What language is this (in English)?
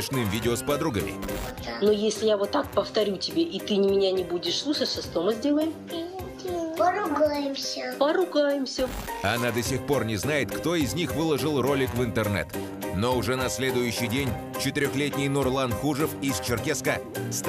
Russian